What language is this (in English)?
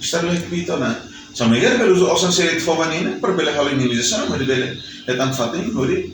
Tetum